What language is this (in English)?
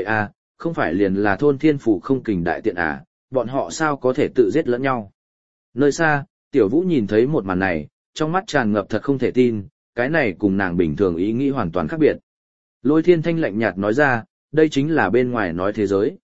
Vietnamese